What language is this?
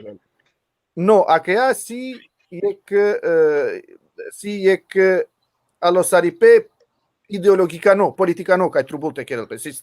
Balkan Romani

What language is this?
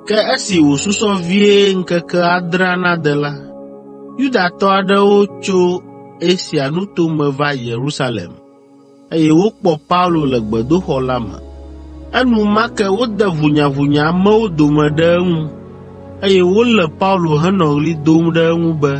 Ewe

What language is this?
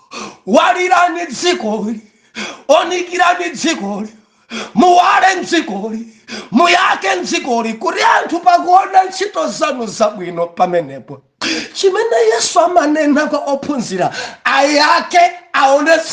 Nyanja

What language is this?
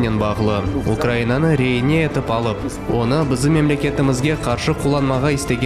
Crimean Tatar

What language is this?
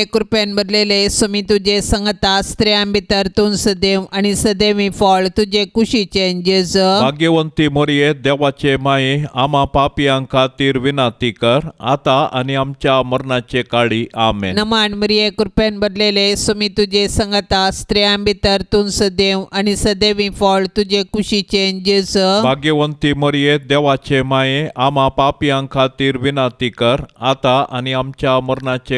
Konkani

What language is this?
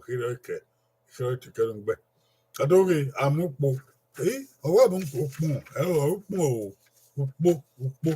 Bini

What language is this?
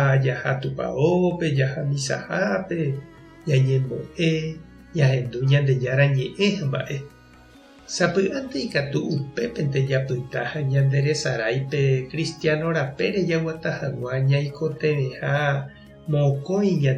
Guarani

